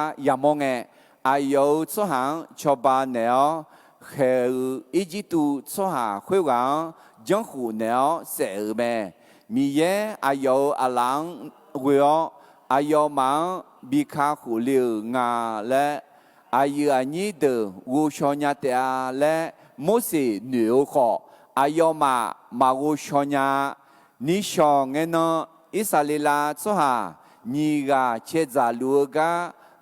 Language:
Akha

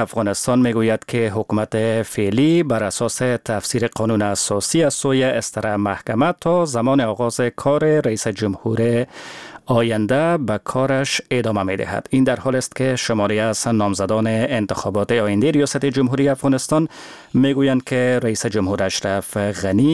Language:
Persian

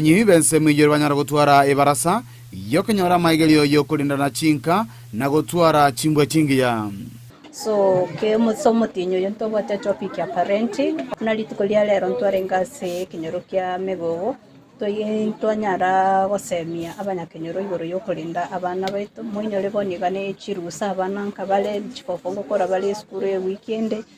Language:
Gusii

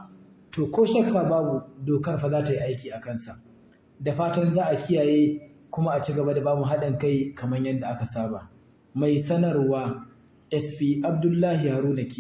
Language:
Hausa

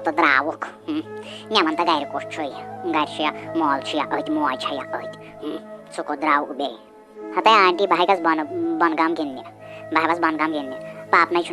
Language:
Kashmiri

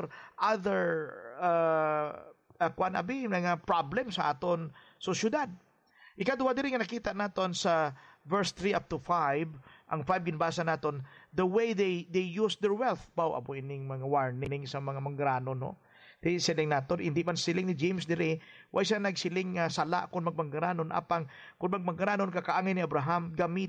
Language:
Hiligaynon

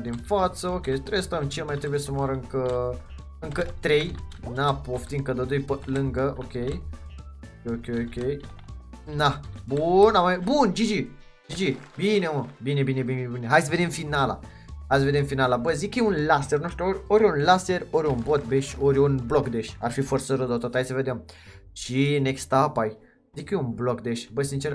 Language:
Romanian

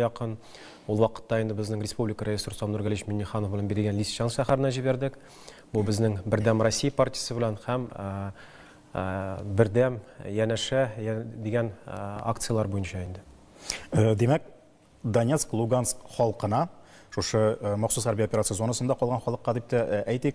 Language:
Tatar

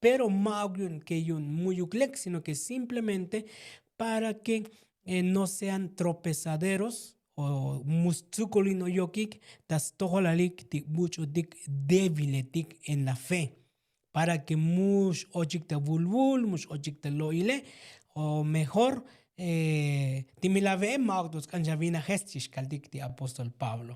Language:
Tzotzil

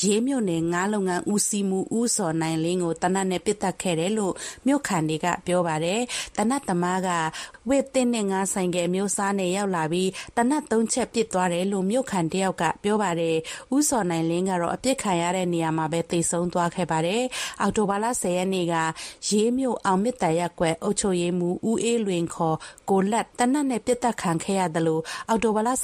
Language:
Burmese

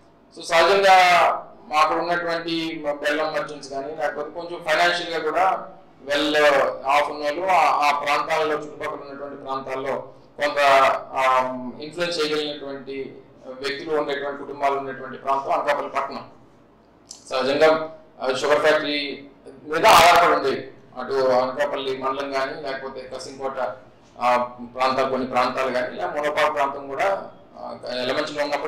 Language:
Telugu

